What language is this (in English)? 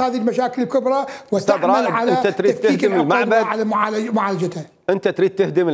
Mesopotamian Arabic